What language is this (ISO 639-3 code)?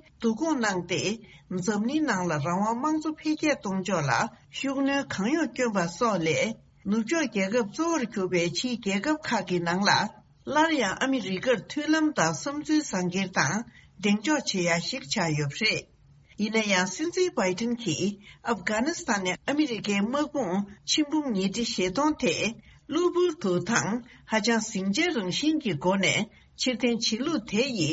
bod